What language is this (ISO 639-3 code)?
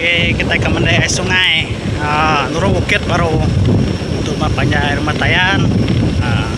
iba